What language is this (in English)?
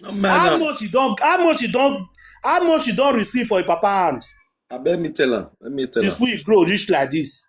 Nigerian Pidgin